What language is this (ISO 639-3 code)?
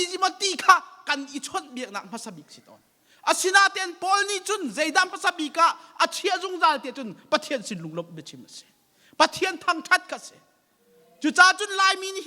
cnh